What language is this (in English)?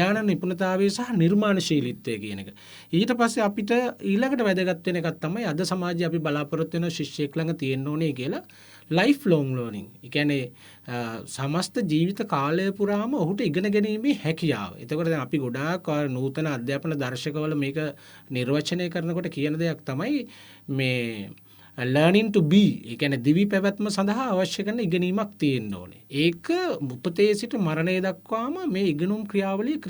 Sinhala